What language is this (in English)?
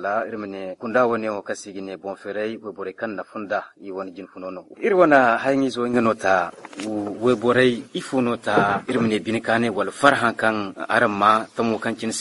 Zarma